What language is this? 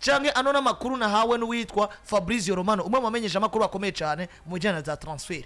Rundi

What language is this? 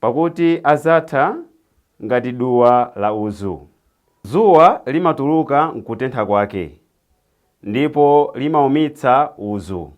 Nyanja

